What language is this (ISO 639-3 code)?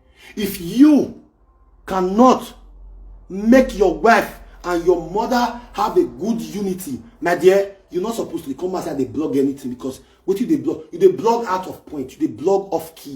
pcm